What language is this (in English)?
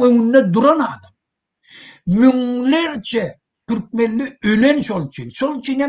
Turkmen